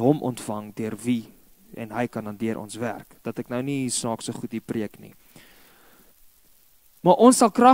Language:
Afrikaans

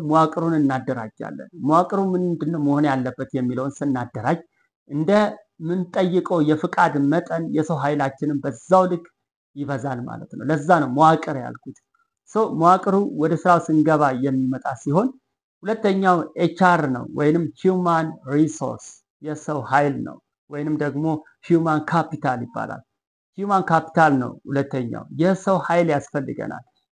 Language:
Amharic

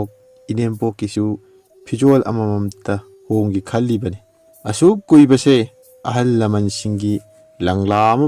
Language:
Manipuri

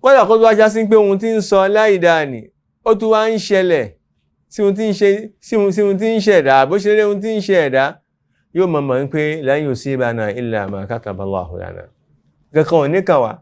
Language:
Yoruba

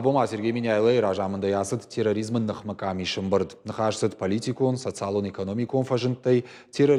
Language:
Ossetic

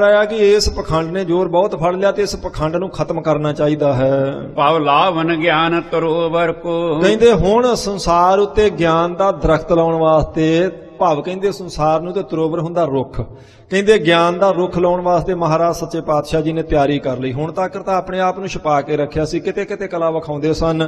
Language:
Punjabi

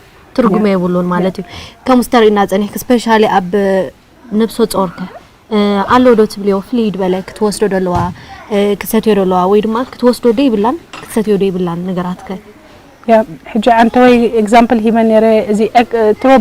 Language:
Tigrinya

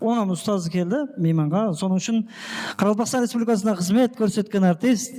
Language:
Kara-Kalpak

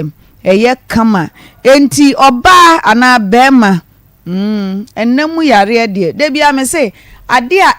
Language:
Akan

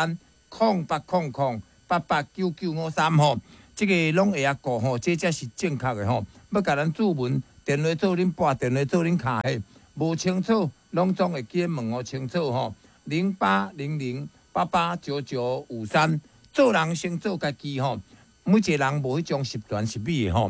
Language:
Min Nan Chinese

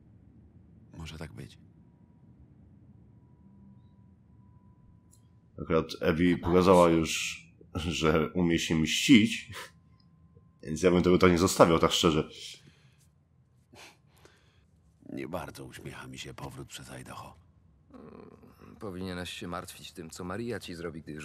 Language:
Polish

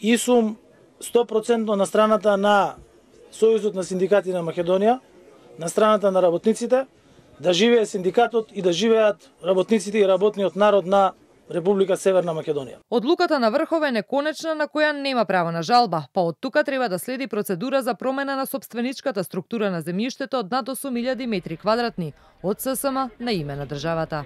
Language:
Macedonian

